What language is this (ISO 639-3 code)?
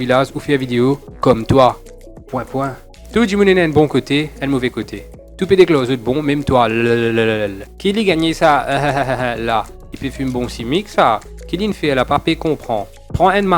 mfe